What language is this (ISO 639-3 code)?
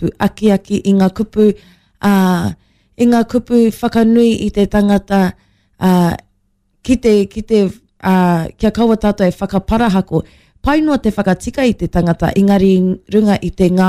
mri